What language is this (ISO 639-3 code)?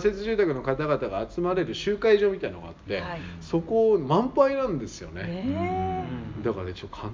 jpn